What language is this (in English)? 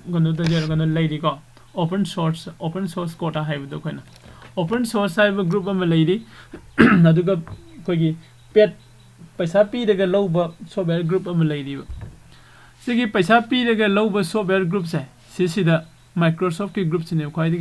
Manipuri